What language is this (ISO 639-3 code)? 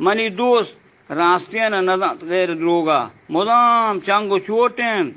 bgp